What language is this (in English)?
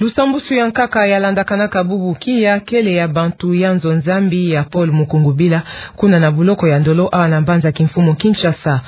Kituba (Democratic Republic of Congo)